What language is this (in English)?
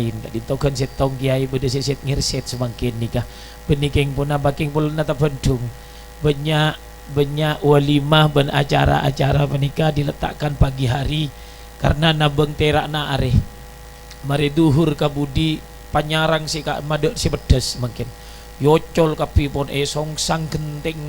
Madurese